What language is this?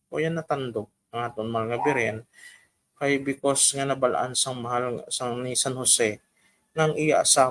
Hiligaynon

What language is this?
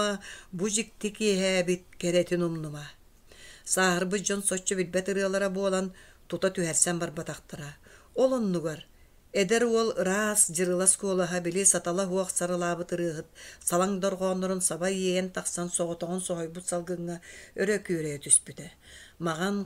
Yakut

